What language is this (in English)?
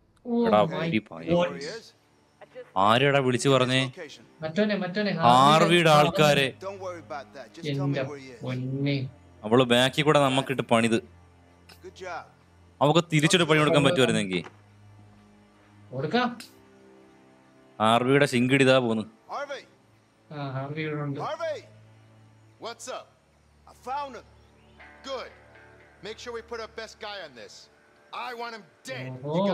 Malayalam